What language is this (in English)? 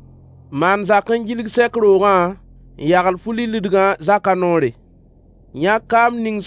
Mossi